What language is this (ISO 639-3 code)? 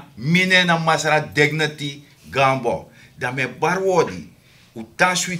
srn